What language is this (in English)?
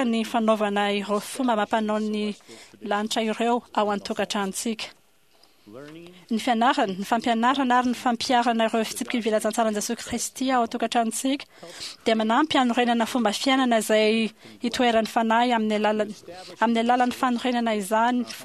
Malagasy